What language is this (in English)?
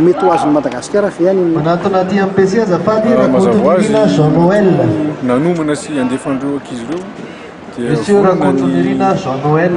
Malagasy